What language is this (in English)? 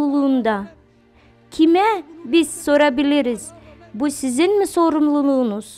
Gagauz